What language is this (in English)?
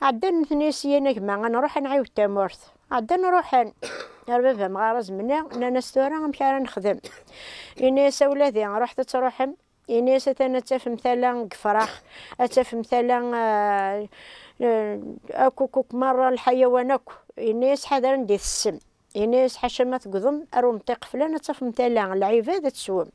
Kabyle